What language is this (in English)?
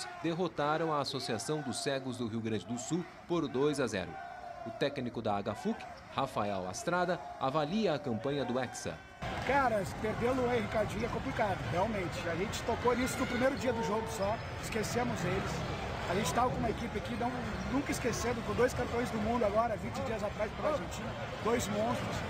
Portuguese